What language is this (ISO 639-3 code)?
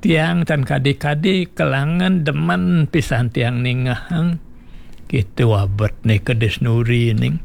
ban